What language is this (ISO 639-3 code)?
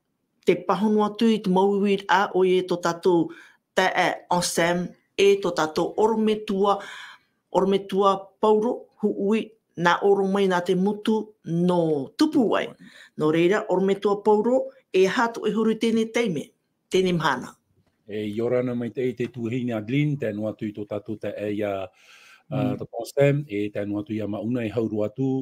tah